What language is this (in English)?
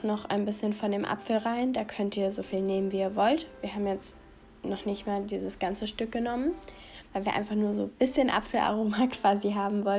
German